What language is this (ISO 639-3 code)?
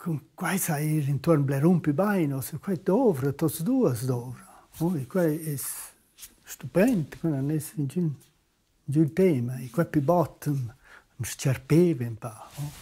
roh